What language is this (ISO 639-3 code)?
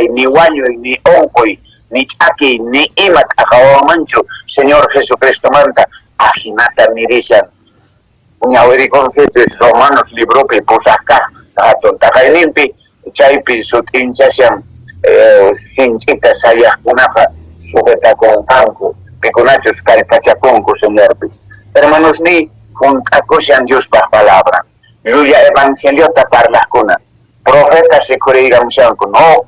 que